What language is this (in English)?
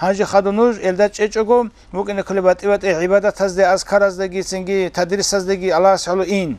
Avaric